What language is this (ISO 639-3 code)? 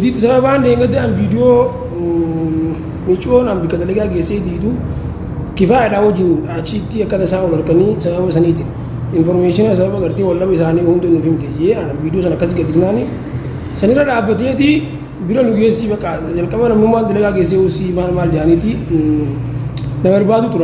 orm